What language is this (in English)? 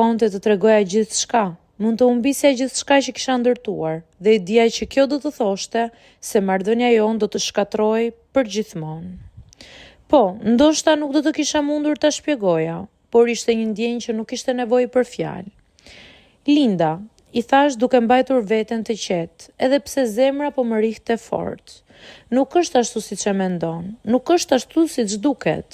Albanian